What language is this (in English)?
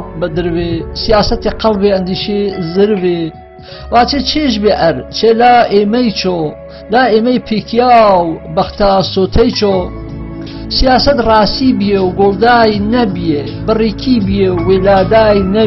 Gurani